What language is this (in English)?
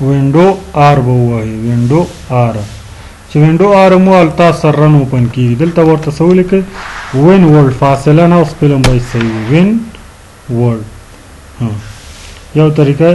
Pashto